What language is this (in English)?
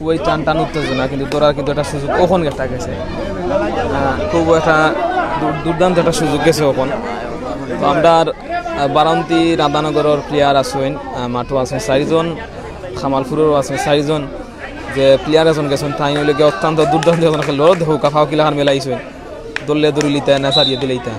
Sylheti